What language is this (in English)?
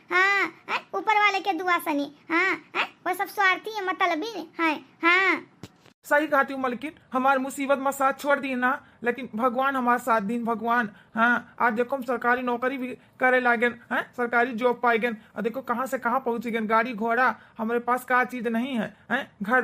Awadhi